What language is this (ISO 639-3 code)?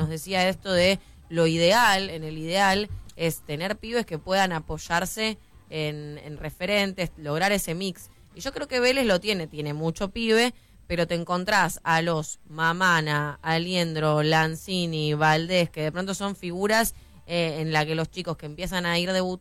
spa